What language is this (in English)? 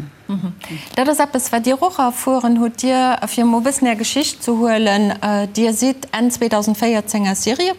Luxembourgish